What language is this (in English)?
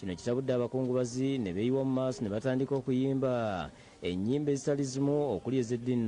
Ganda